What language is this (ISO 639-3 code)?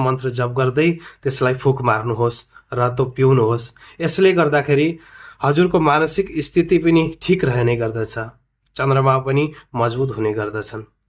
nep